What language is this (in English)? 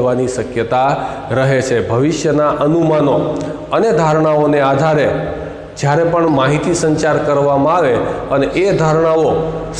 Gujarati